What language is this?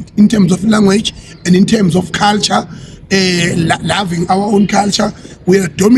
Zulu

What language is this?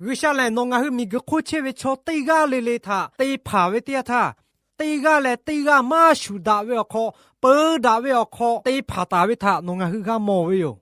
Lahu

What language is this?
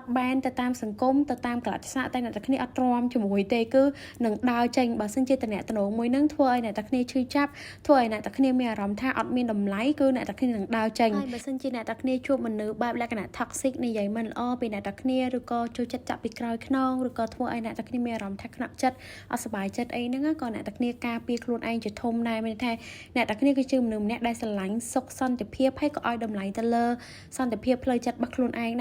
Khmer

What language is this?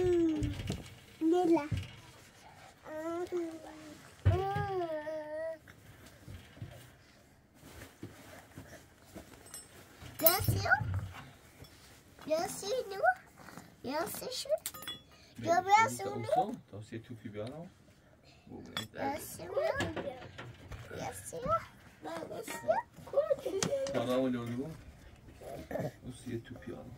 Persian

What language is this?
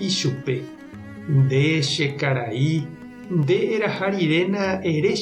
Guarani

